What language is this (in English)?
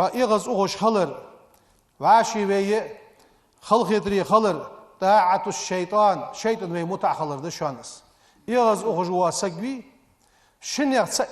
Ingush